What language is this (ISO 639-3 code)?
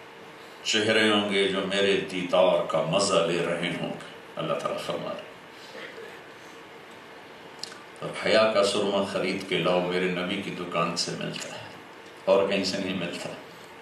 urd